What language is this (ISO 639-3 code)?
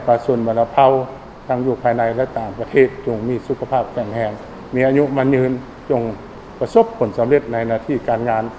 lao